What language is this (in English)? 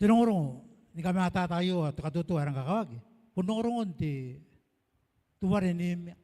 Gilbertese